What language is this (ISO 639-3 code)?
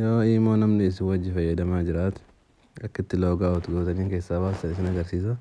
orm